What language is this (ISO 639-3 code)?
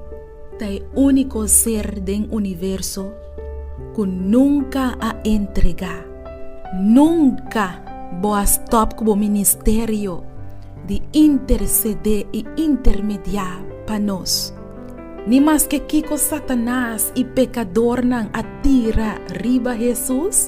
pap